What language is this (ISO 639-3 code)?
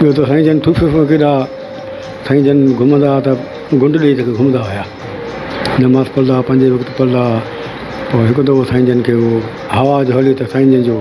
snd